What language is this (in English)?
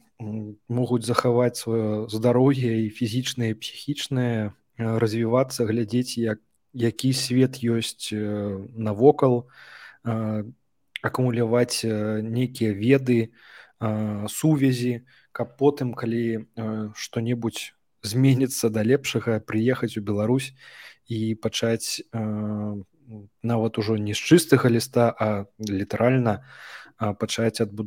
Belarusian